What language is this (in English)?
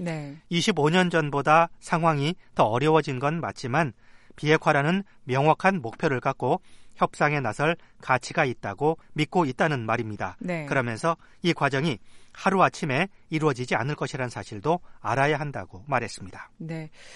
Korean